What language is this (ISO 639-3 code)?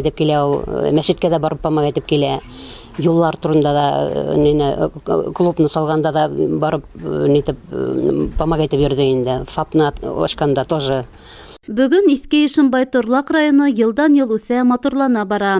bak